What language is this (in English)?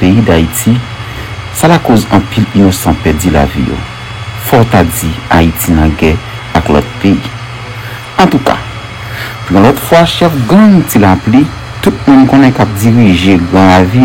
Haitian Creole